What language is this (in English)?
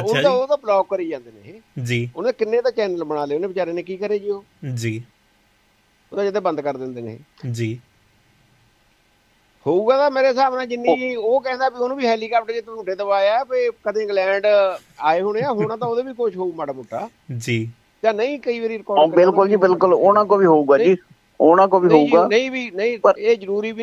Punjabi